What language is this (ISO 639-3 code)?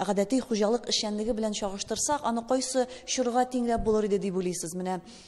tat